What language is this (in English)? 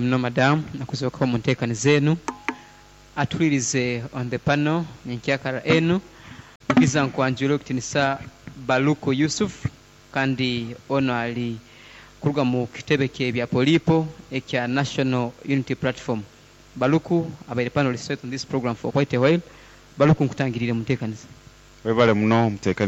Nyankole